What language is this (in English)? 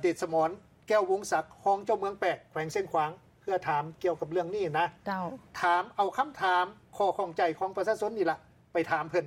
Lao